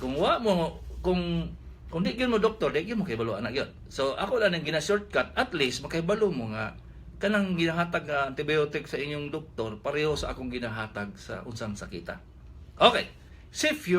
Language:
Cebuano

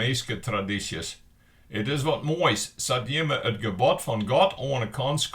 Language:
Western Frisian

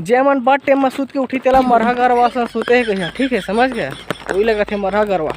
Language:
Chhattisgarhi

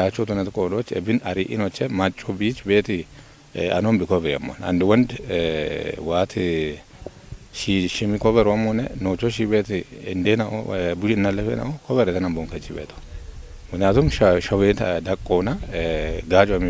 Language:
Kafa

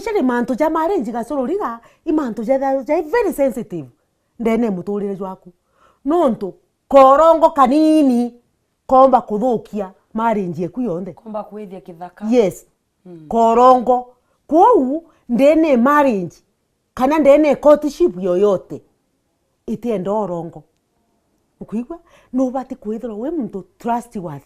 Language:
Meru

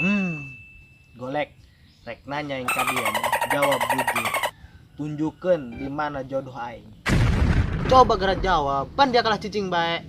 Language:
Sundanese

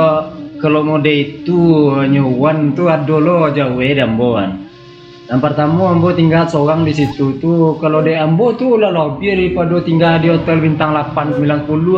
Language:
Minangkabau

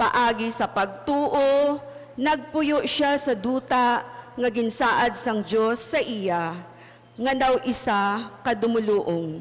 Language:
Hiligaynon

